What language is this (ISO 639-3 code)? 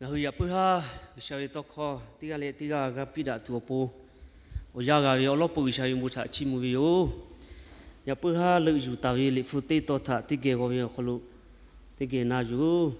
lhu